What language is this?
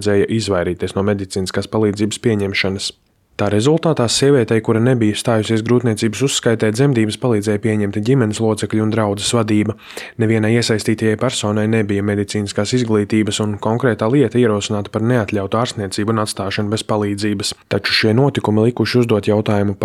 Latvian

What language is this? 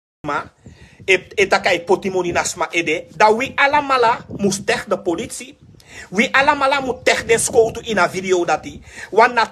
Sranan Tongo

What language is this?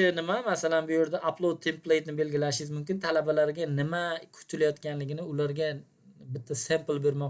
Uzbek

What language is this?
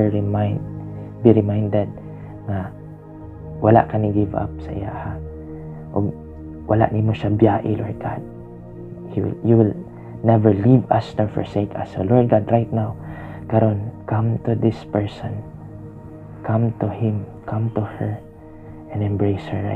Cebuano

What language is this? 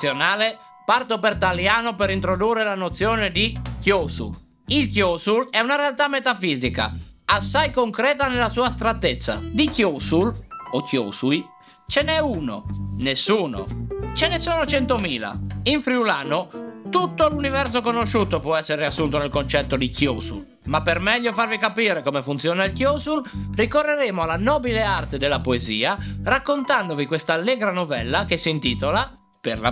Friulian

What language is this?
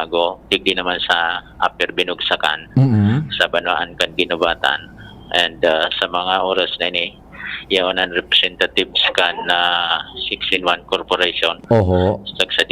Bikol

